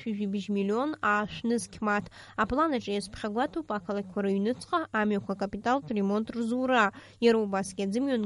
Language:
Abkhazian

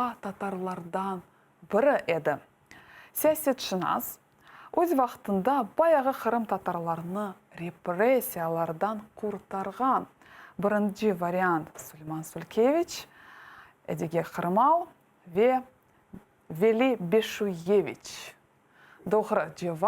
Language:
Crimean Tatar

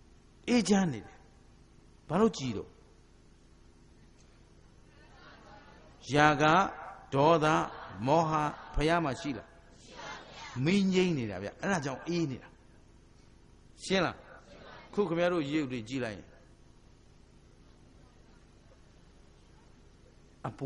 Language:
Burmese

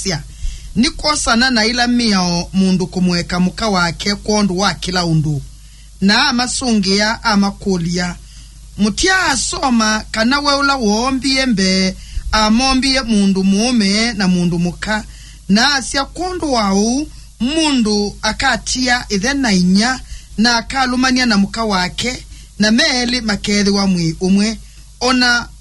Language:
Kamba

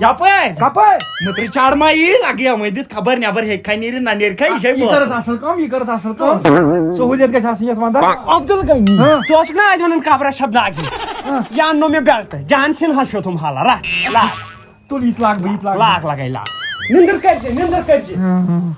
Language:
Kashmiri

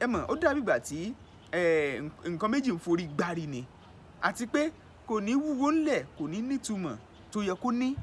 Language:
Yoruba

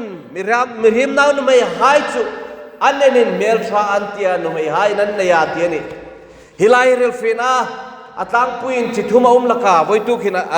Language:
Hmar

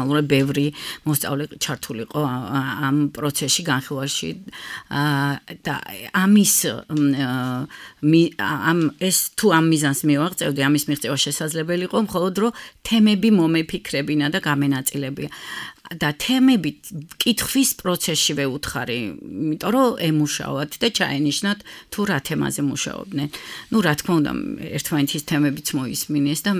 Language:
Georgian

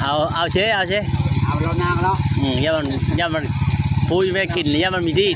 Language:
Lao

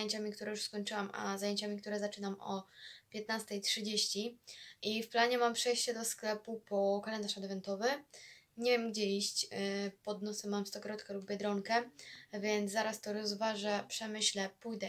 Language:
Polish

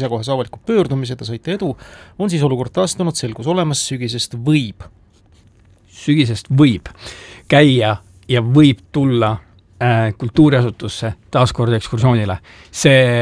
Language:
Estonian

